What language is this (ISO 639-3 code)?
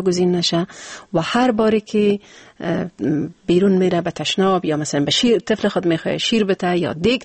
fas